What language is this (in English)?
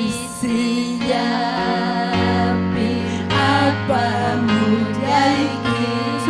Ayacucho Quechua